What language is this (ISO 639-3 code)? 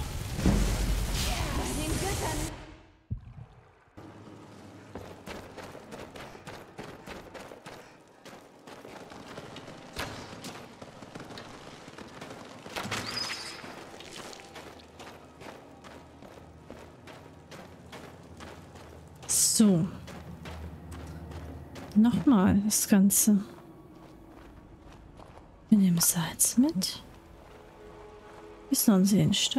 deu